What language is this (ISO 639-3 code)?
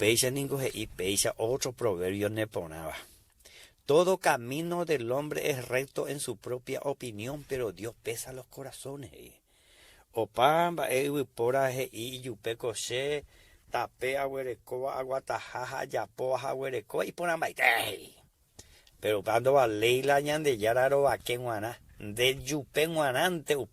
grn